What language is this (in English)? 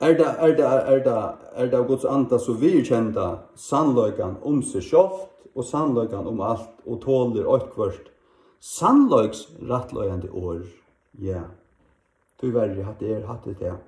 Faroese